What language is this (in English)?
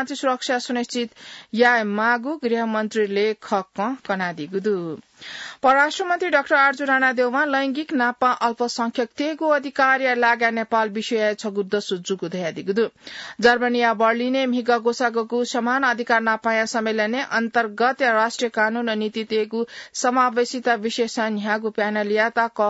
Newari